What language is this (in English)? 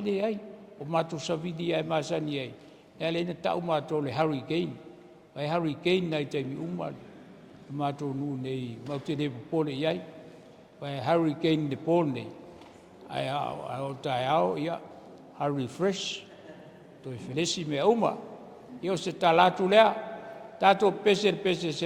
Samoan